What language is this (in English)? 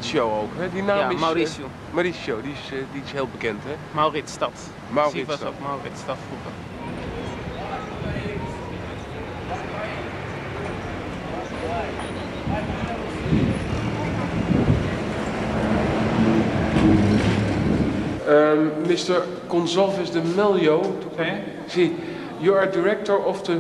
Dutch